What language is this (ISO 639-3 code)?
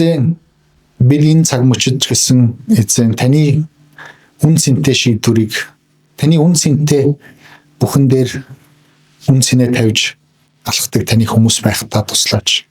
mon